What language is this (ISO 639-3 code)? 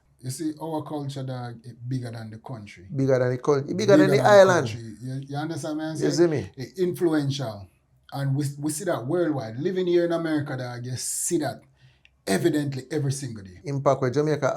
jam